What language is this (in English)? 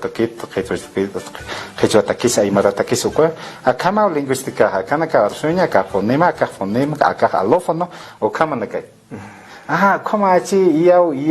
Aymara